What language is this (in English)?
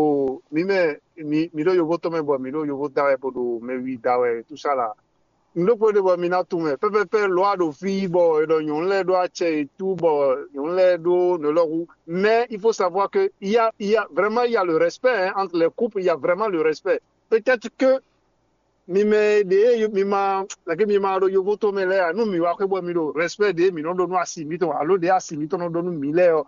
Fon